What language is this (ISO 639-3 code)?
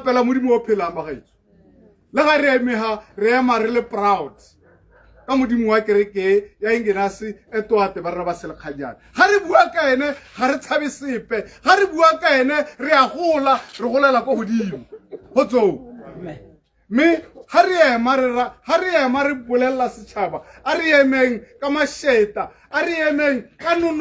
tsn